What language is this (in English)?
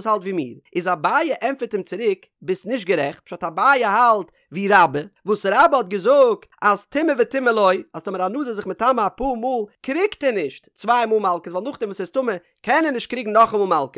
Yiddish